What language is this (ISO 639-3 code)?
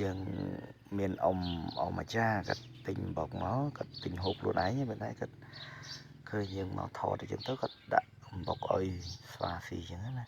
khm